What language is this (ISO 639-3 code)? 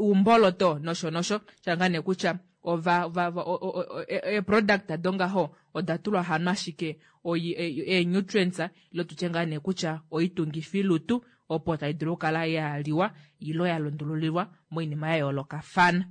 kua